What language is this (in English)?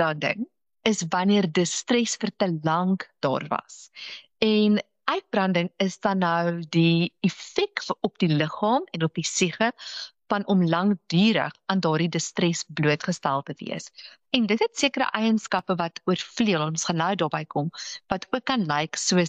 Afrikaans